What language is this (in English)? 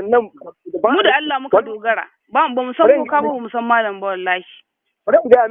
Hausa